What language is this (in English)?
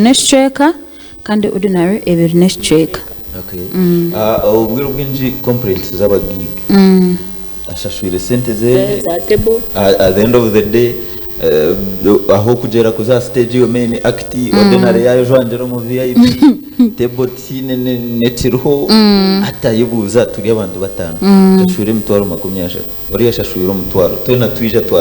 Nyankole